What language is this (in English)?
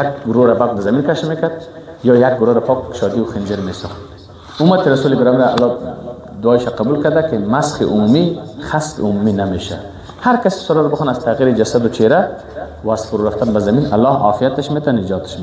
Persian